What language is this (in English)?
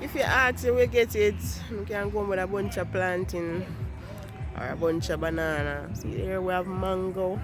Jamaican Creole English